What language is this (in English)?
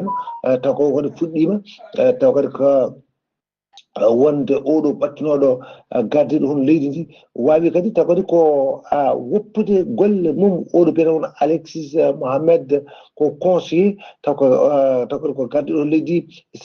Fula